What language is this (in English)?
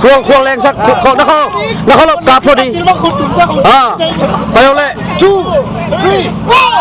Tedim Chin